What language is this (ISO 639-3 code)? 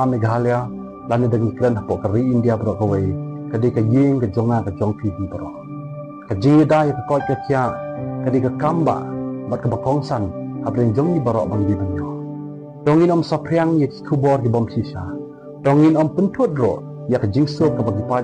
kha